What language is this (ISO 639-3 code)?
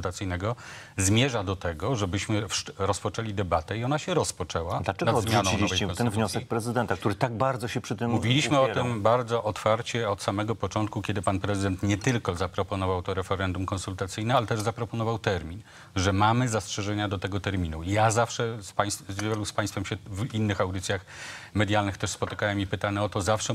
pol